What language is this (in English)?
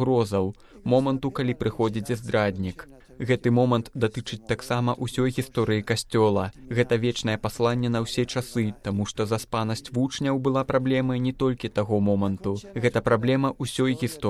Belarusian